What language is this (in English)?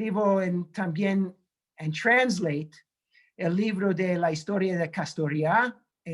Ladino